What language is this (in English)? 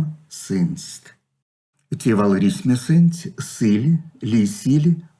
Erzya